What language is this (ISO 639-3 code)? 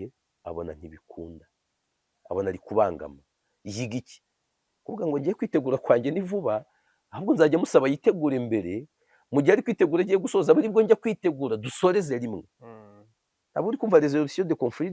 kin